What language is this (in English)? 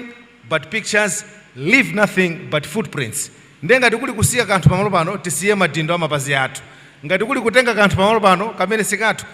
Nyanja